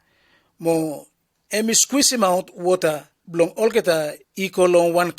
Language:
Bislama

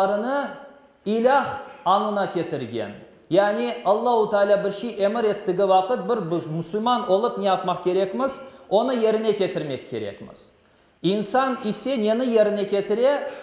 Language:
Crimean Tatar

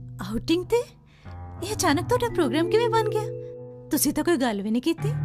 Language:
Punjabi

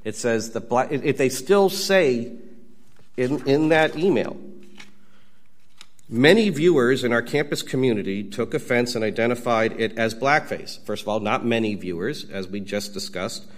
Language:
English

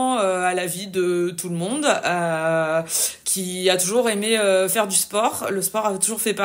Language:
French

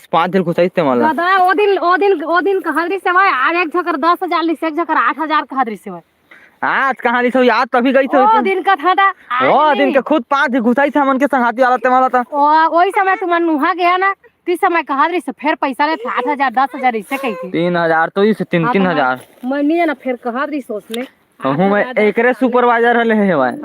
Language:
Chhattisgarhi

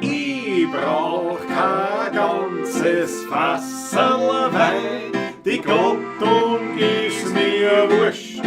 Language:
Bavarian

